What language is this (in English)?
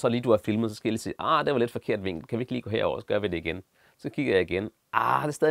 Danish